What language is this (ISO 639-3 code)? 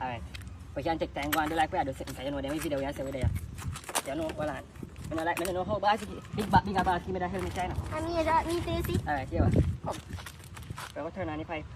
jam